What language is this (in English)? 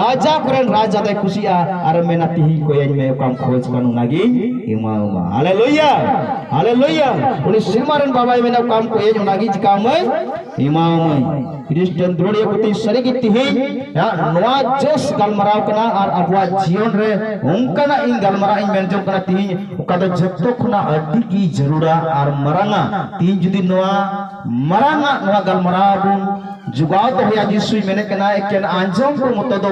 Santali